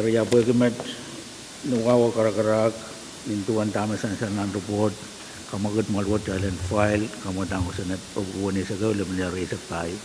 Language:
Pohnpeian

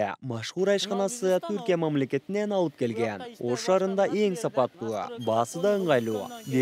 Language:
Kyrgyz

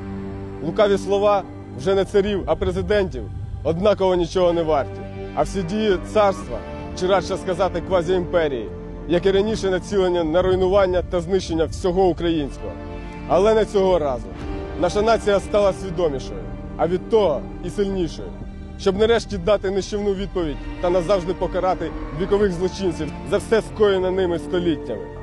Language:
Ukrainian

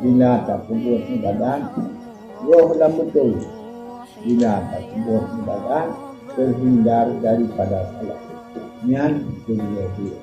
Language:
Achinese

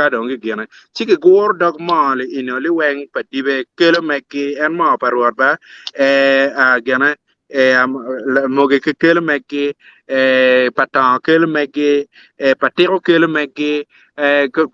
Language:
Acoli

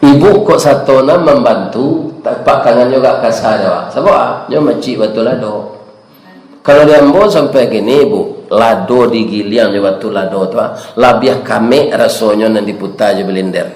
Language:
Minangkabau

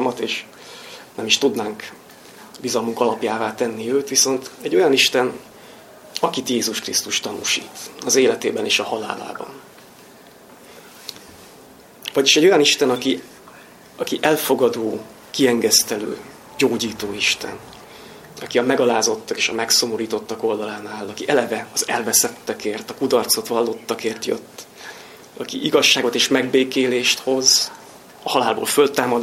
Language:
Hungarian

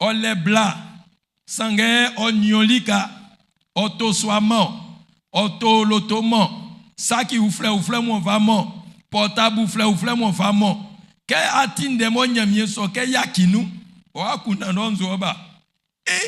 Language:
Baoulé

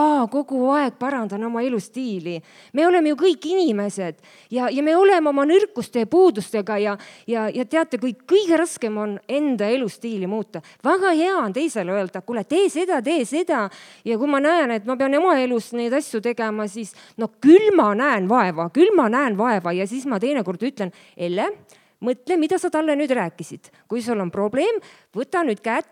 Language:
Estonian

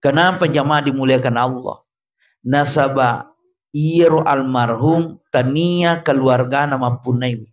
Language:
Buginese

